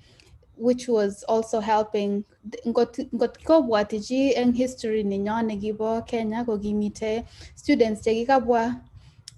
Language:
Kalenjin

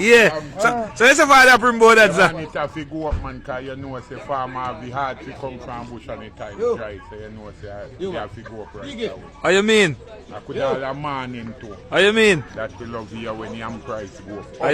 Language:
Jamaican Creole English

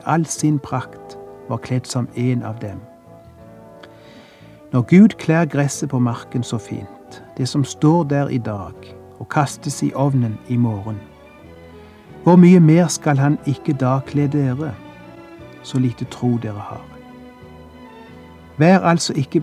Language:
Norwegian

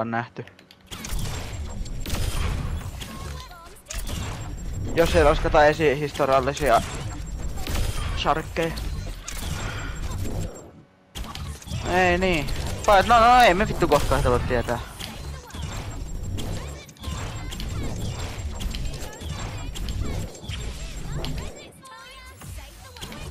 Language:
Finnish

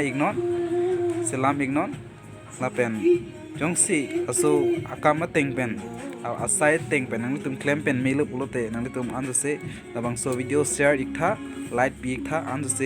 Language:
Karbi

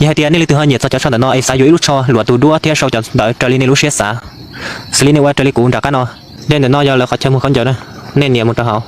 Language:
Hmong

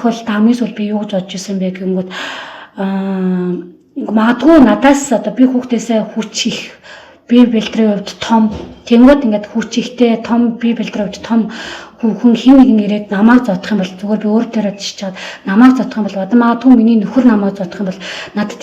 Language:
Mongolian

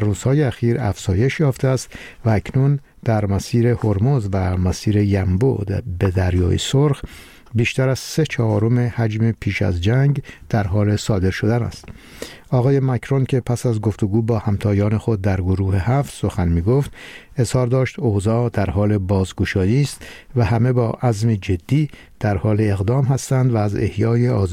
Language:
Persian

